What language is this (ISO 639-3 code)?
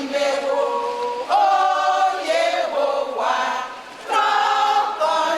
ewe